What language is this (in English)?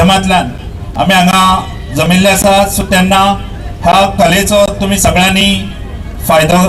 Konkani